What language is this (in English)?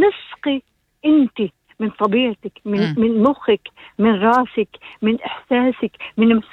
North Levantine Arabic